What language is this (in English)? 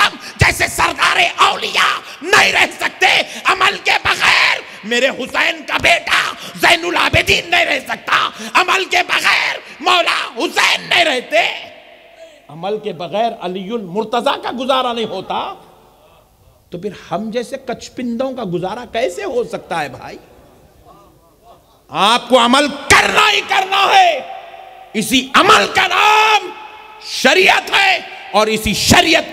Urdu